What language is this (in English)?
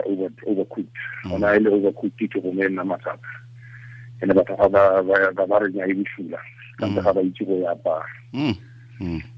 Tswana